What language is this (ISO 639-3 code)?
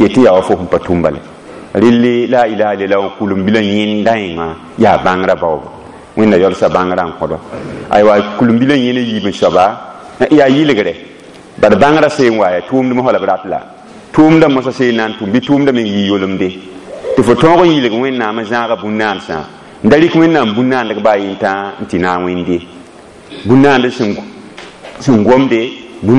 mos